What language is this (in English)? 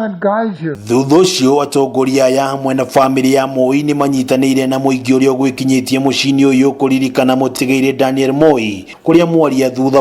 Kikuyu